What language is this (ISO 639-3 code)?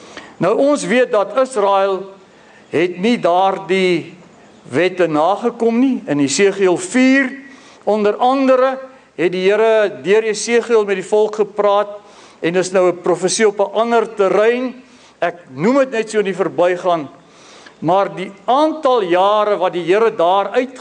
afr